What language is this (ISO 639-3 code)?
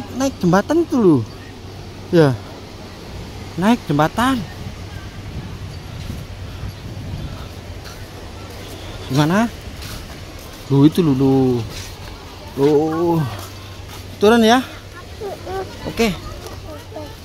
ind